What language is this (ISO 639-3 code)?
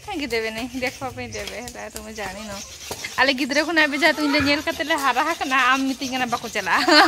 sat